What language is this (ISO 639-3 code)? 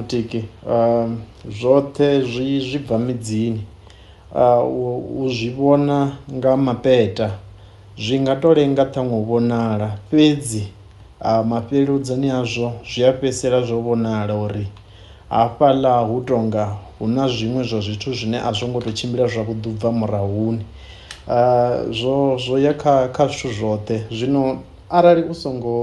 ven